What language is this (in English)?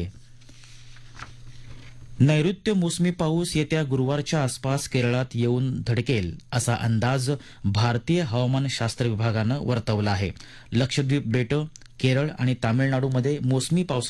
Marathi